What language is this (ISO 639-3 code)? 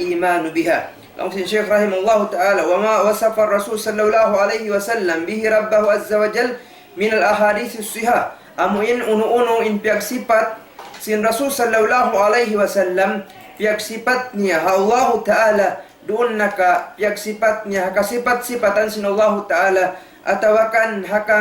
tsg